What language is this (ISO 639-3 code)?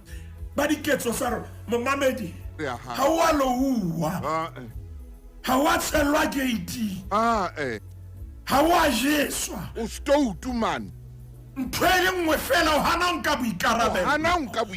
sot